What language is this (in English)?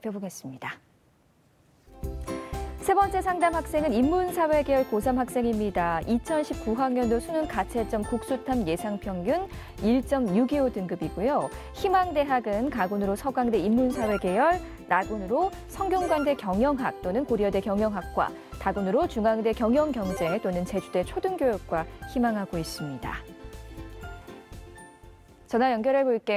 Korean